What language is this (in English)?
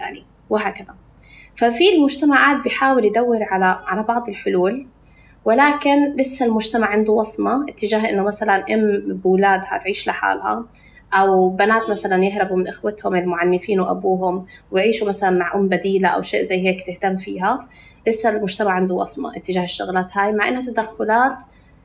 North Levantine Arabic